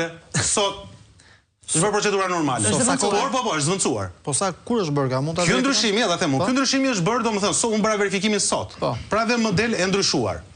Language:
Albanian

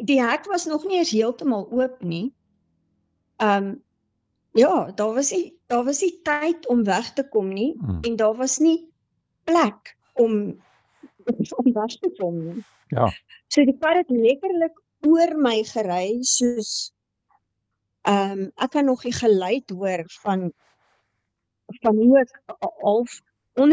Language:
Afrikaans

